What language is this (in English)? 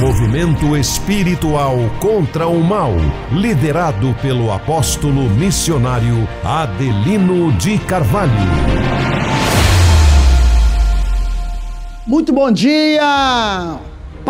Portuguese